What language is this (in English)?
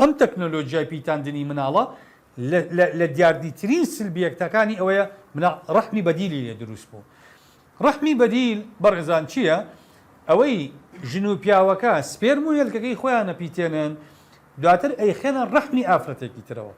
Central Kurdish